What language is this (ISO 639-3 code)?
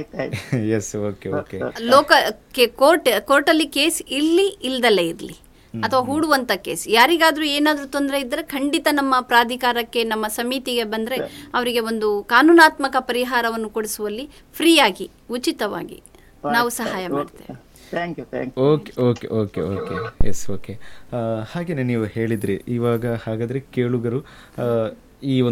kan